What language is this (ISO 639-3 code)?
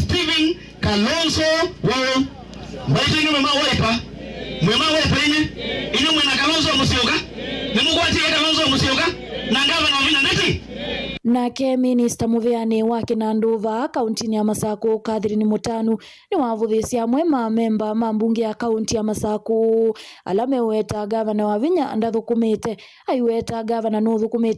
kam